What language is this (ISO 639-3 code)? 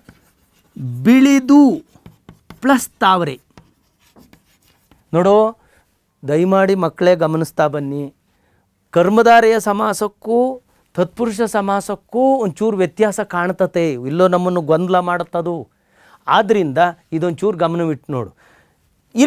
kan